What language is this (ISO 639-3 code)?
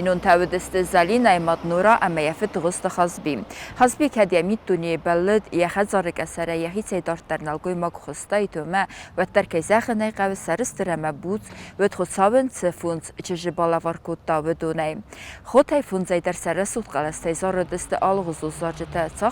oss